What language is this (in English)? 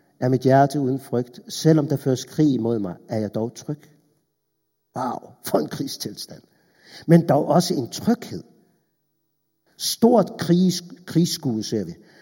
Danish